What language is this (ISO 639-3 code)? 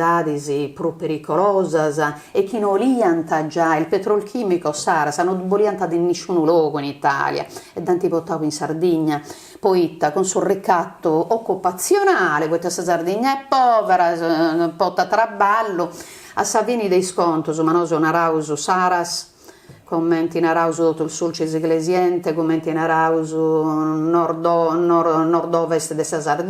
srd